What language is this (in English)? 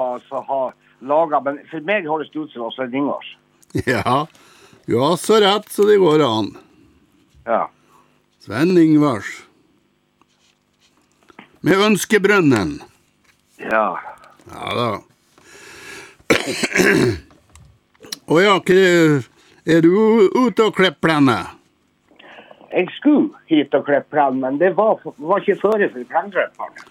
Norwegian